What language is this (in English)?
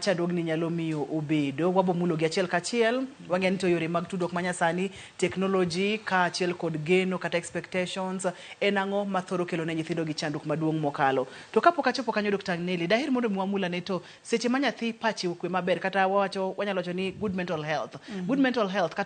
Luo (Kenya and Tanzania)